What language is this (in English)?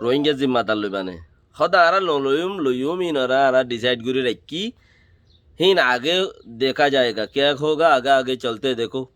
Rohingya